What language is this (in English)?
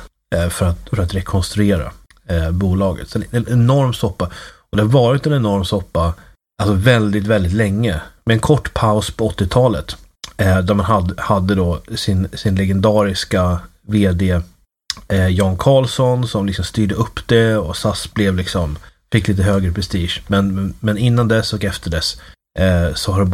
Swedish